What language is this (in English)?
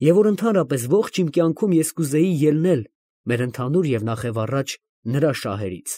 Armenian